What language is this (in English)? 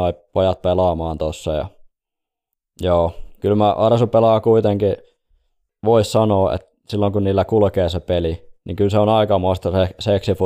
Finnish